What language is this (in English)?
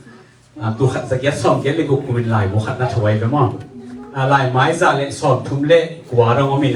Tedim Chin